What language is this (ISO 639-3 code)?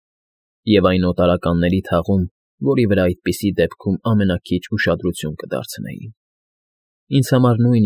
hye